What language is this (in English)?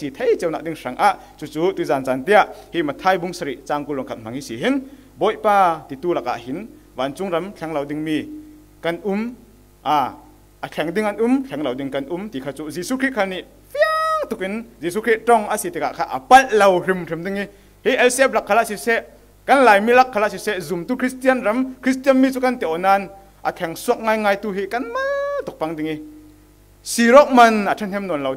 Falam Chin